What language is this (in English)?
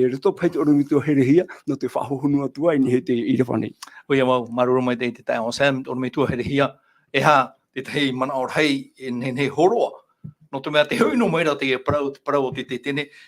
Tahitian